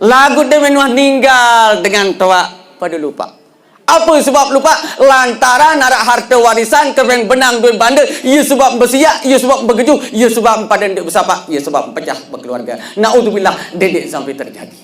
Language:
Sasak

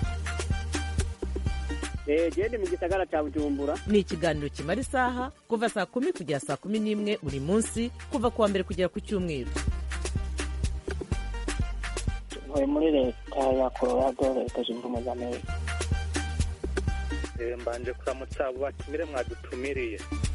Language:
Kinyarwanda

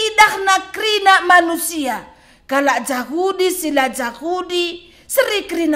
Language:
Batak Karo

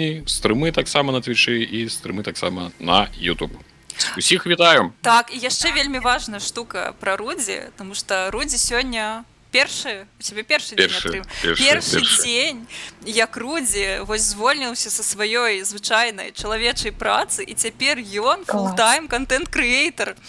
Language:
Belarusian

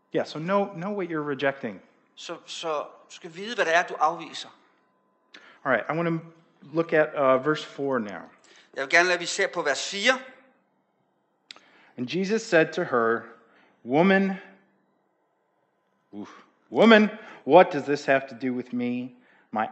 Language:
Danish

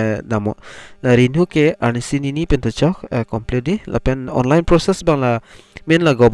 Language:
Karbi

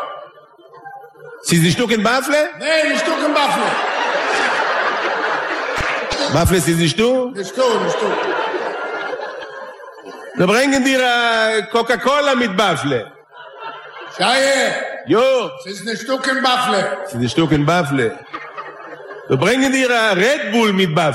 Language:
Hebrew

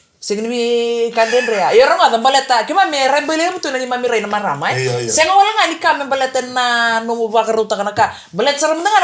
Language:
Fijian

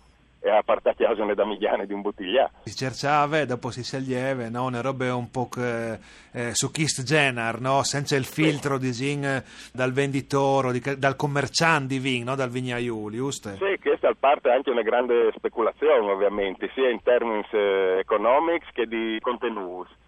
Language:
Friulian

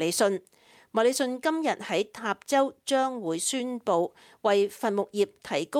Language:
Cantonese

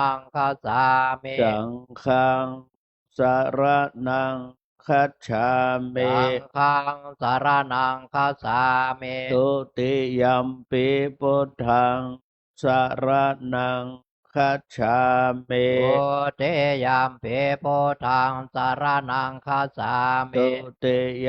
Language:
Pali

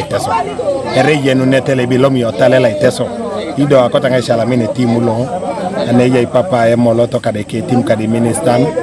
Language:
Teso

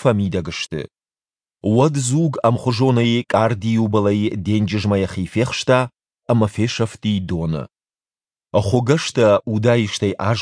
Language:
Ossetic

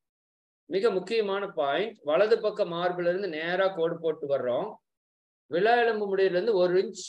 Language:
Tamil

